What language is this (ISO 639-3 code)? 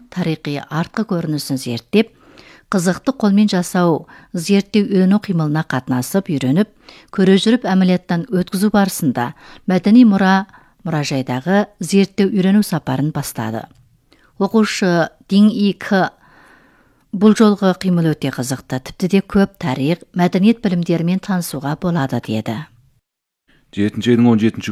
kaz